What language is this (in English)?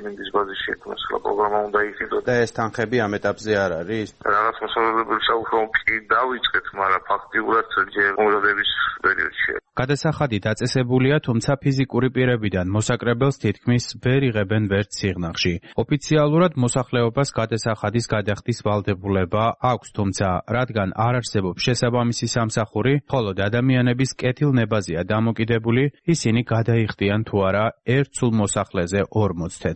Georgian